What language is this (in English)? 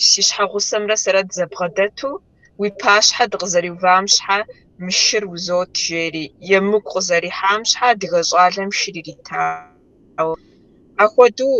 Kabardian